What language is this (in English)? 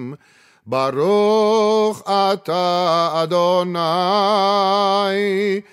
Hebrew